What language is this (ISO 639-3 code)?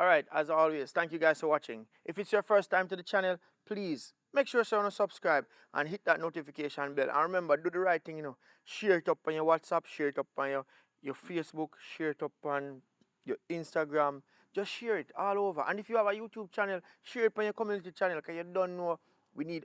jam